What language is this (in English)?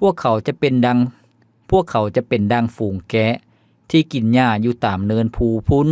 Lao